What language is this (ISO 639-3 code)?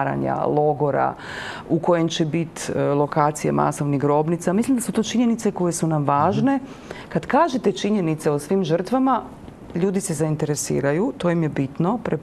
hrv